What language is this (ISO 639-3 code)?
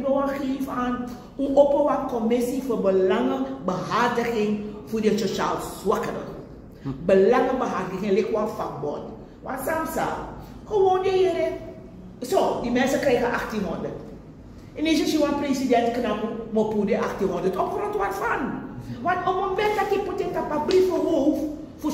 srn